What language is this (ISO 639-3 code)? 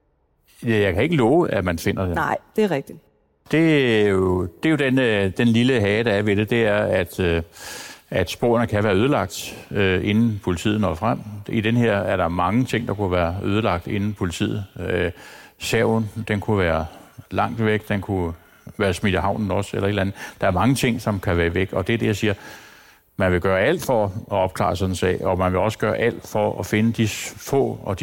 dan